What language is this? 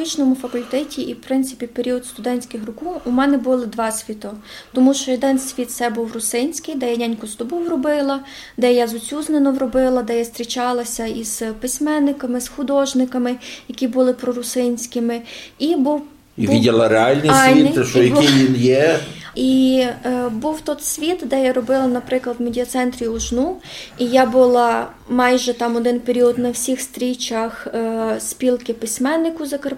Ukrainian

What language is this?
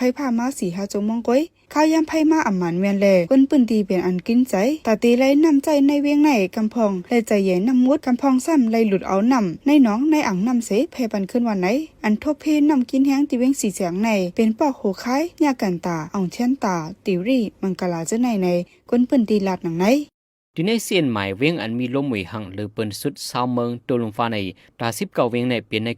Shan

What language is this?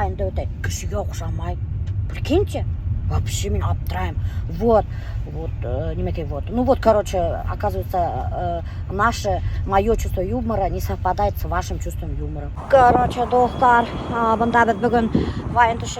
Bashkir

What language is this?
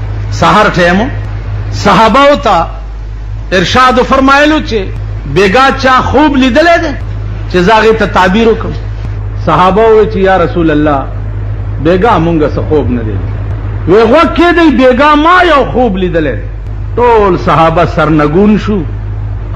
Pashto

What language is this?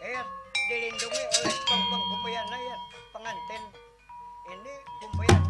Banjar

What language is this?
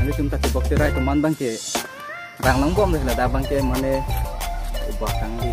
Karbi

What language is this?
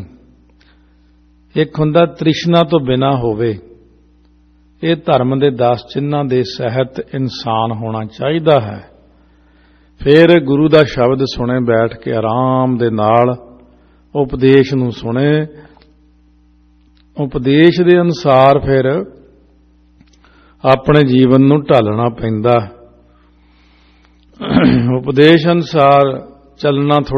Punjabi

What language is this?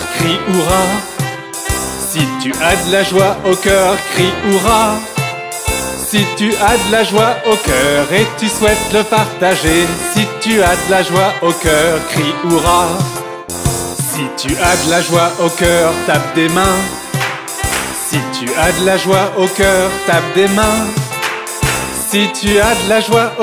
French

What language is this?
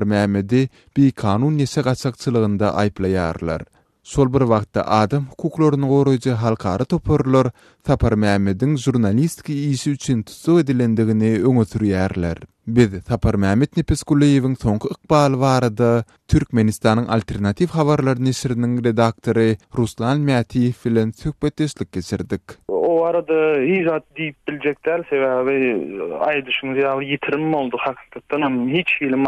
Turkmen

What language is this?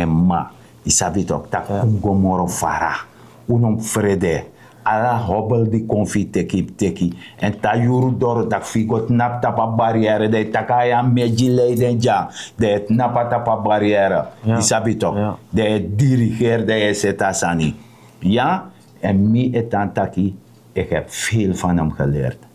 Sranan Tongo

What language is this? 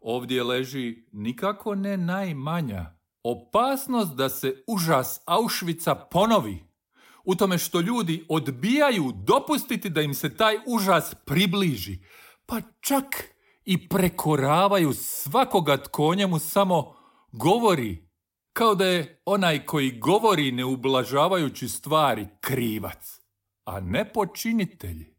Croatian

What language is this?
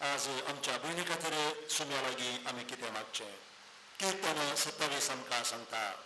Konkani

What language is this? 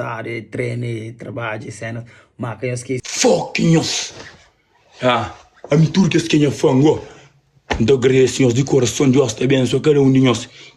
Kabuverdianu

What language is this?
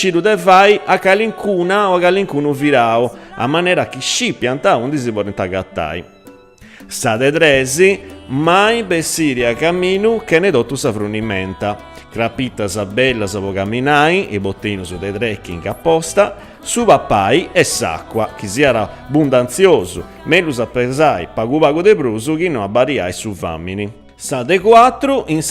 Sardinian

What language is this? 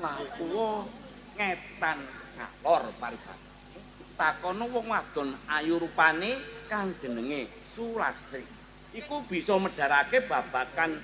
Javanese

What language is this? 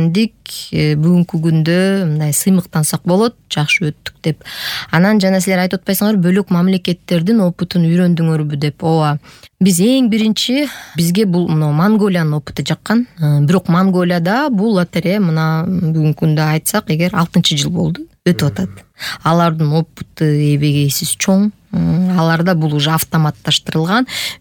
Kyrgyz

